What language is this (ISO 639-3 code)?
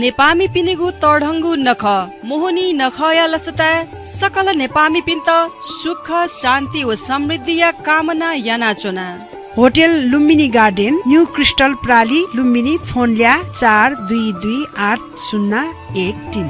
new